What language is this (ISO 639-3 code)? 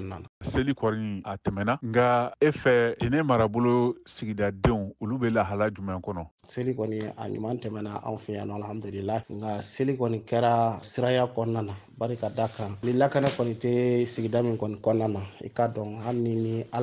bam